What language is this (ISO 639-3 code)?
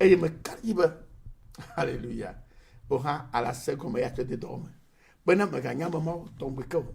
ewe